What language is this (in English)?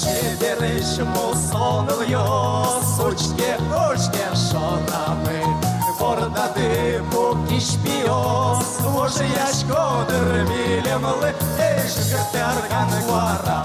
Udmurt